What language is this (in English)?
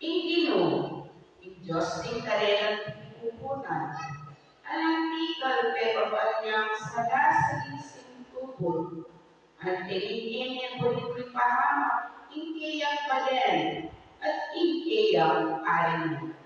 Pampanga